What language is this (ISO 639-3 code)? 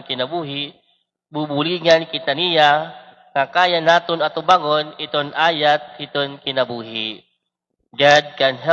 war